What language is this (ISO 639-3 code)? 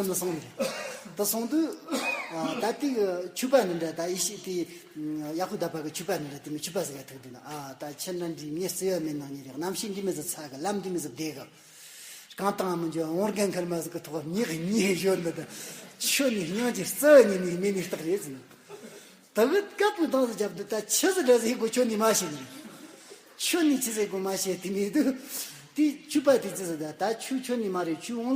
adx